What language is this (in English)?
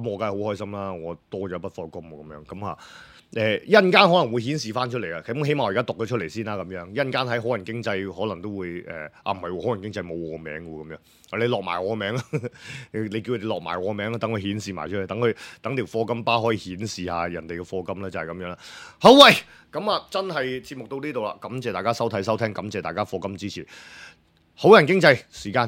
Cantonese